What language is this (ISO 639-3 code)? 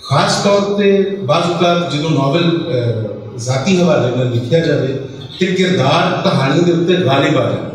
lah